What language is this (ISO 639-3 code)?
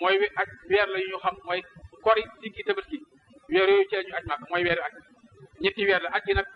wol